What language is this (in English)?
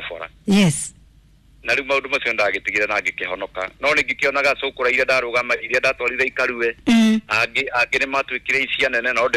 Kikuyu